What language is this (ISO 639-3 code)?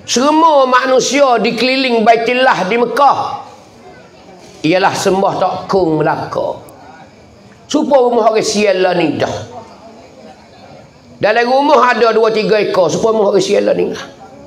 mfa